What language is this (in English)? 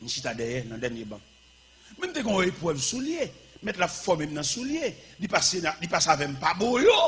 Haitian Creole